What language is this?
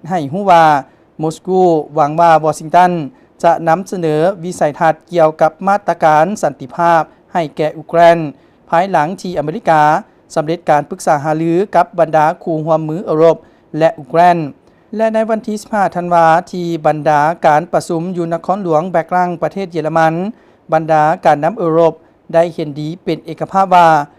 Lao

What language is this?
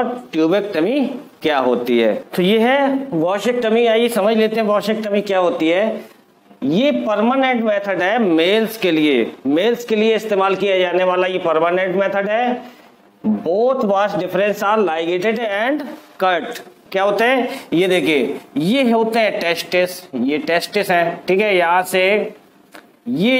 Hindi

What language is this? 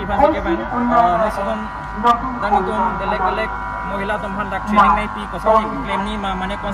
Karbi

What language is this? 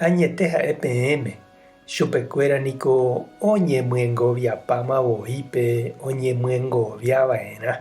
Guarani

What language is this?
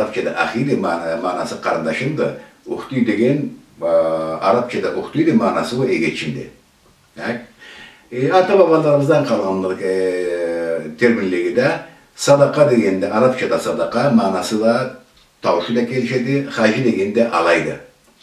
Karachay-Balkar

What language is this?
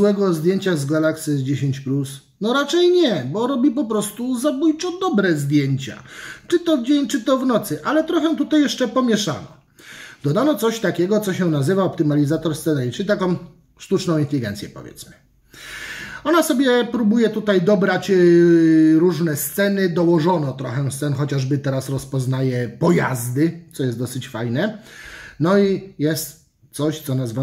Polish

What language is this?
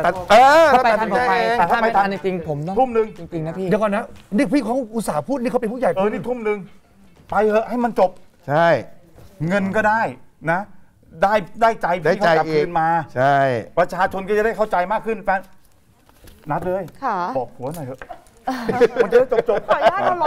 Thai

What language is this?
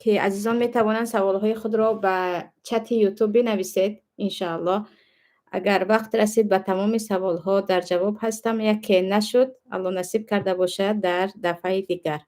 Tajik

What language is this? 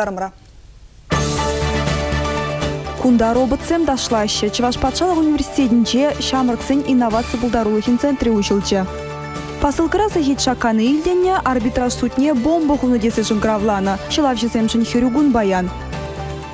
Chuvash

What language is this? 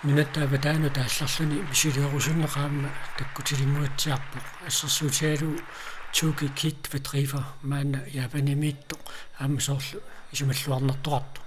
Kalaallisut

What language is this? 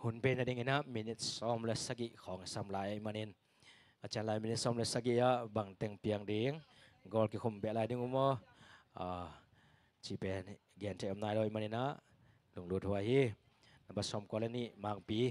Tedim Chin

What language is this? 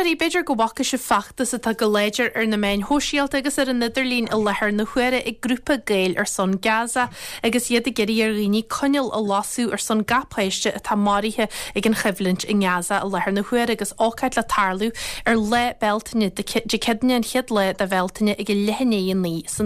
Irish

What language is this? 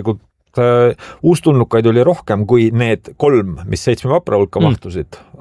Estonian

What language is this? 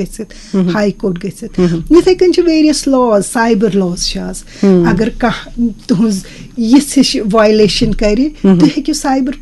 Kashmiri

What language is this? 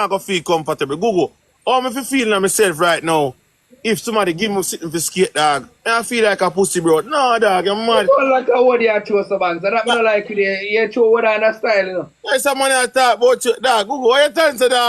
Jamaican Creole English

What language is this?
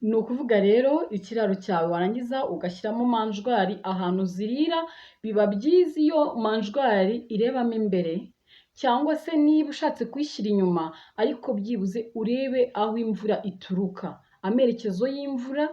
Kinyarwanda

